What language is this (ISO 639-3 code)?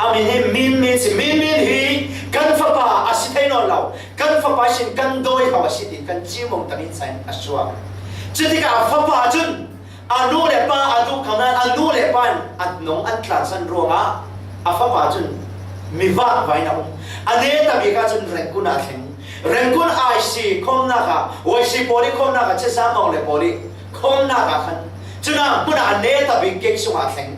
cfm